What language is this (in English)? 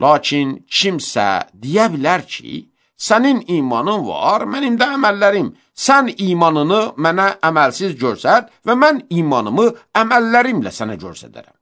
Azerbaijani